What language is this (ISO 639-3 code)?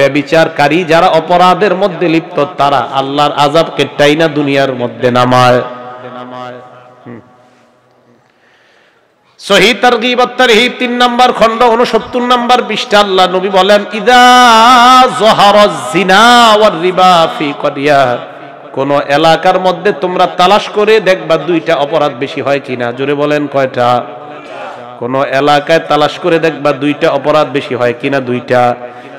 ben